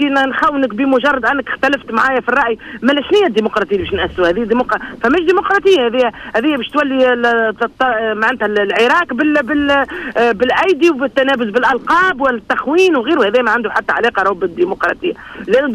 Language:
Tunisian Arabic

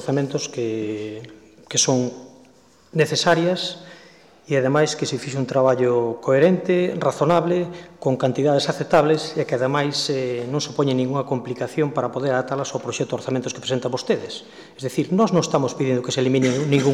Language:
Galician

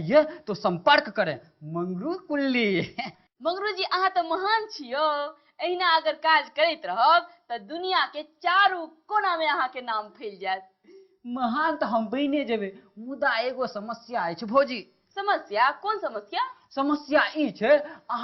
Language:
Maithili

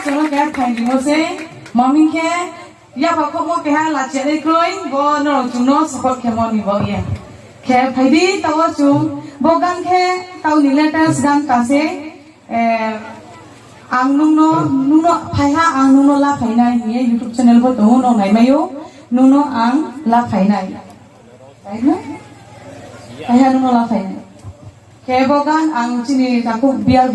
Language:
Riang (India)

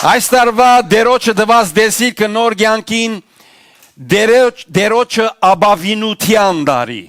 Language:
Western Armenian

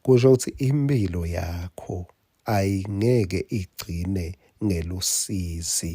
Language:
Swati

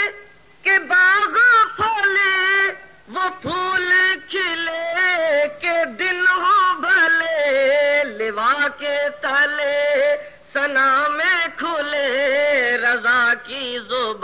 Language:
Urdu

